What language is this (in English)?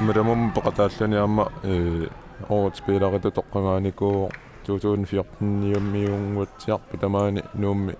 Kalaallisut